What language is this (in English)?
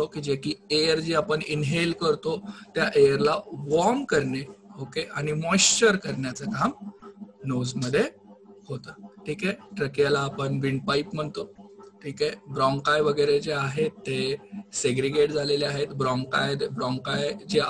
Marathi